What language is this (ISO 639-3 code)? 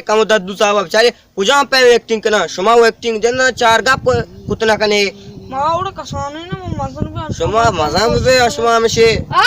bal